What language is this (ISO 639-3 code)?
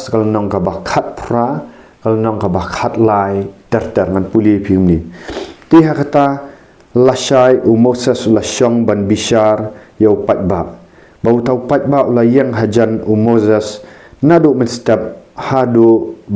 kha